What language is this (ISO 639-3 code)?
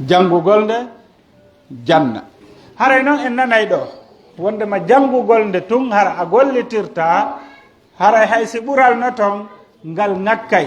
fuf